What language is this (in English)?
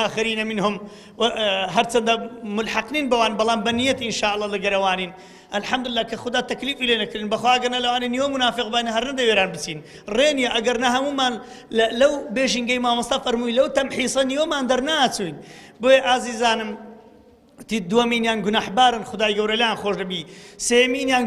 Central Kurdish